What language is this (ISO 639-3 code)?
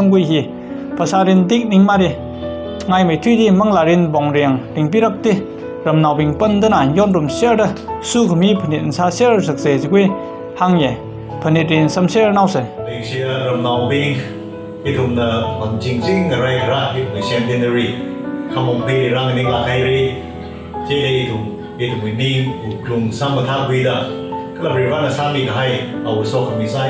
nmf